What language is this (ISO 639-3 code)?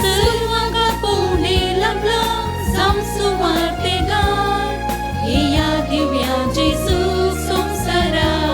kok